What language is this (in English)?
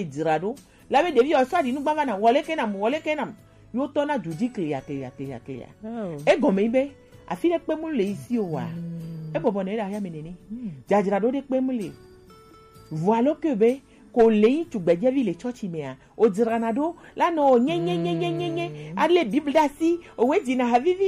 Gen